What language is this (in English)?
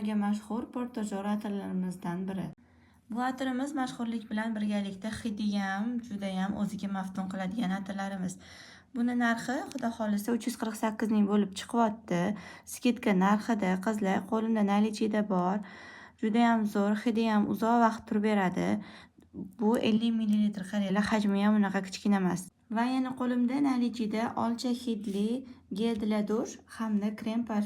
Uzbek